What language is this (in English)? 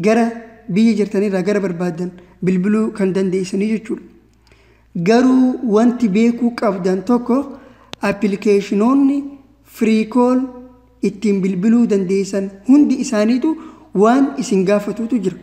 Oromo